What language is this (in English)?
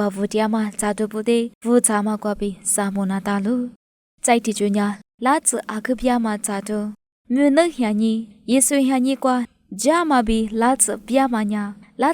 Lisu